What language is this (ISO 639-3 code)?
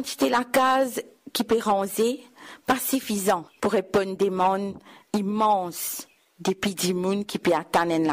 mfe